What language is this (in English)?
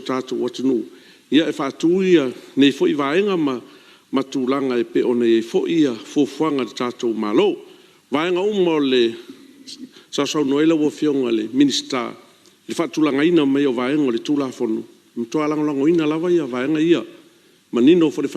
Samoan